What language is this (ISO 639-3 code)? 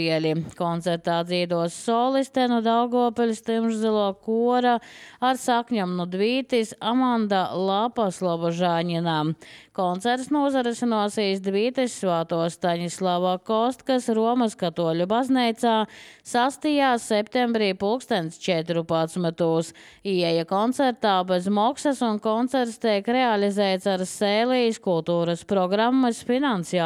lav